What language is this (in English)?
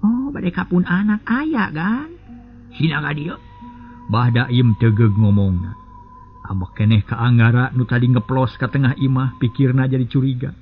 Sundanese